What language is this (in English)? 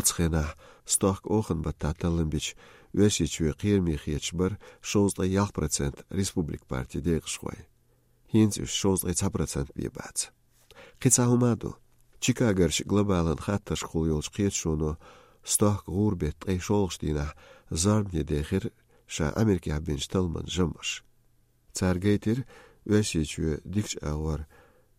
Chechen